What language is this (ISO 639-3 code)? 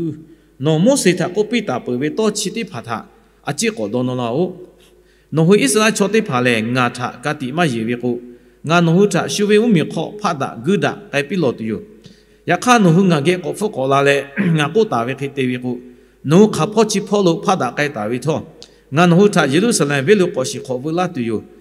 lhu